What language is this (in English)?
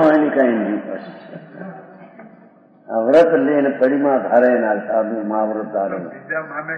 Gujarati